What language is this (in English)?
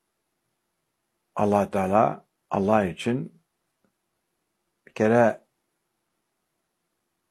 Turkish